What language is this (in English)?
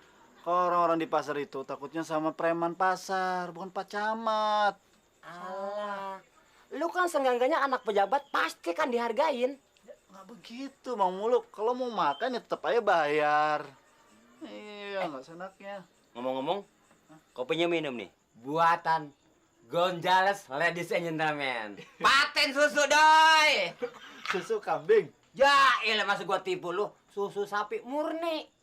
Betawi